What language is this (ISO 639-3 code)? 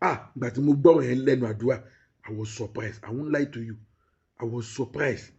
yor